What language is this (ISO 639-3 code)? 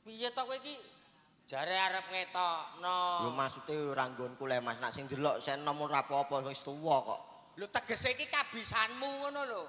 jav